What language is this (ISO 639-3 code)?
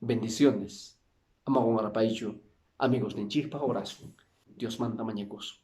que